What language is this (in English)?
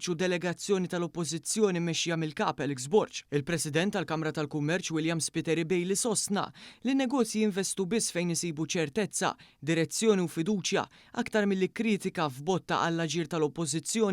Maltese